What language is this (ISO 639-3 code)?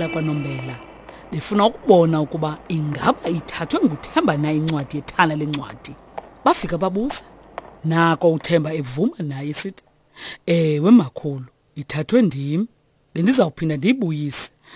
xho